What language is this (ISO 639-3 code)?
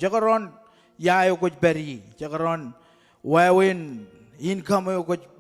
mah